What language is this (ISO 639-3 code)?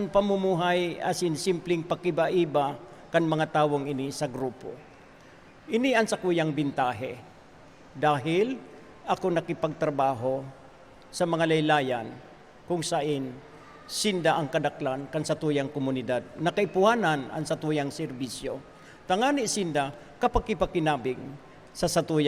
bik